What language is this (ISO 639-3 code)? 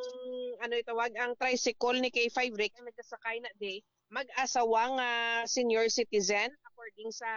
hil